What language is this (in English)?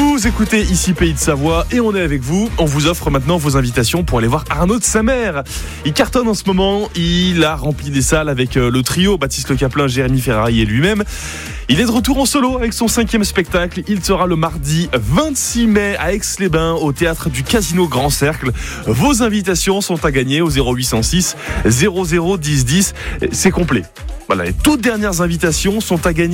French